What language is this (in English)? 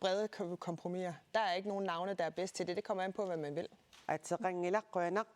Kalaallisut